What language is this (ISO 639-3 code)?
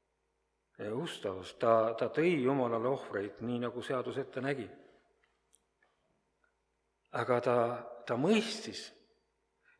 est